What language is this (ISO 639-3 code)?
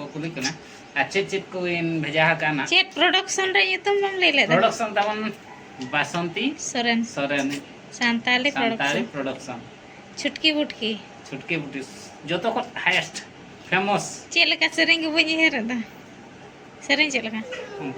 sat